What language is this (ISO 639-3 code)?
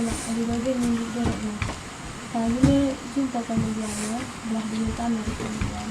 btx